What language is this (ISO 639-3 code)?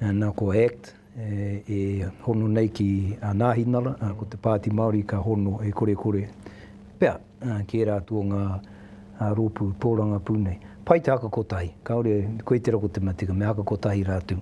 mri